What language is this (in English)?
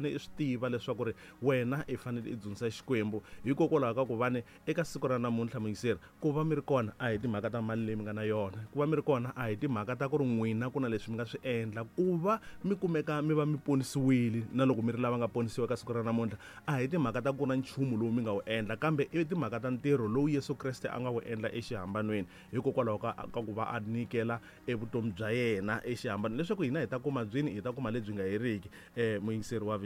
Tsonga